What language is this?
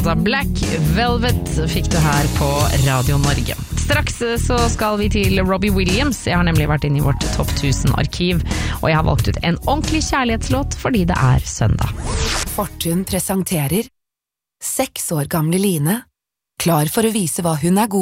Norwegian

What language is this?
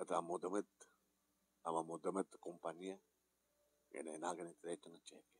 Iloko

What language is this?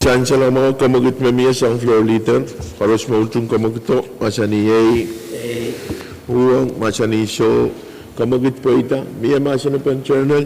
Pohnpeian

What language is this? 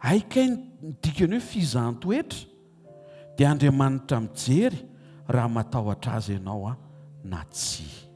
Malagasy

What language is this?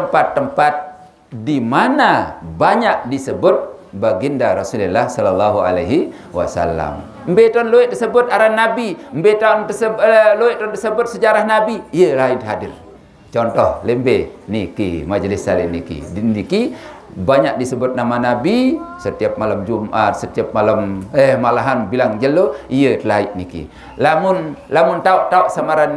Sasak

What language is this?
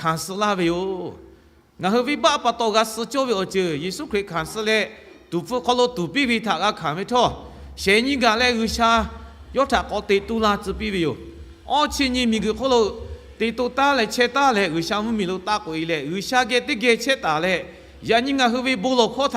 Lahu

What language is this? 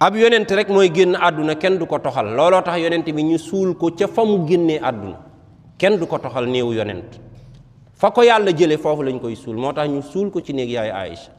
Wolof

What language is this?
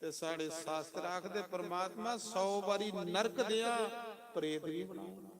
Dogri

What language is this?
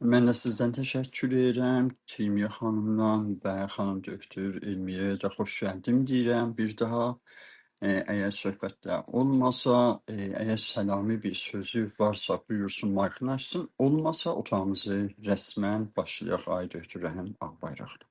South Azerbaijani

